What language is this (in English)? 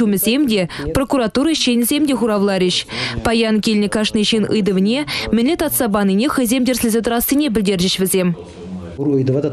Chuvash